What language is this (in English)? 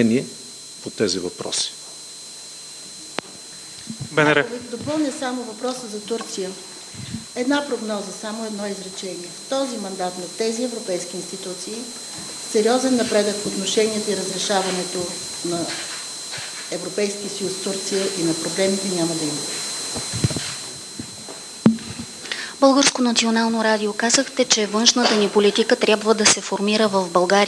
Bulgarian